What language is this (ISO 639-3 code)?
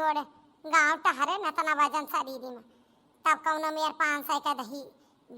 awa